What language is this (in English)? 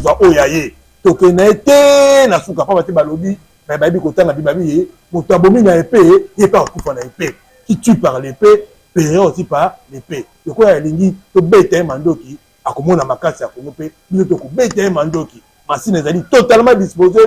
Lingala